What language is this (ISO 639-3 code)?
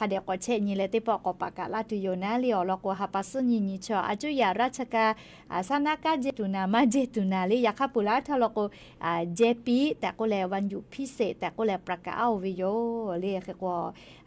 lhu